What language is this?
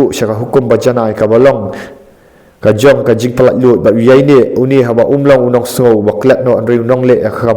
Khasi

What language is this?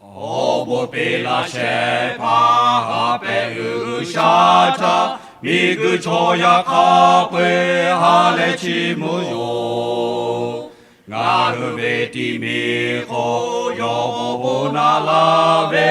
Lahu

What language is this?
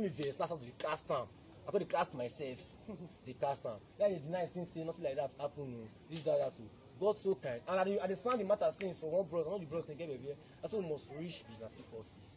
Nigerian Pidgin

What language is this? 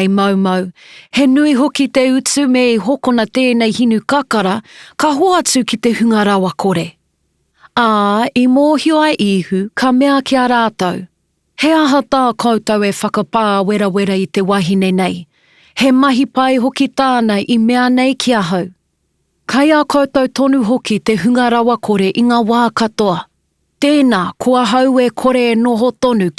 Māori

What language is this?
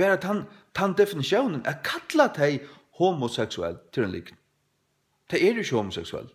Faroese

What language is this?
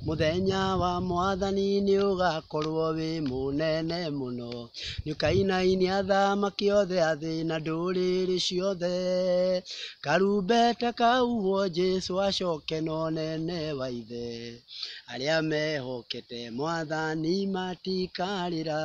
Kikuyu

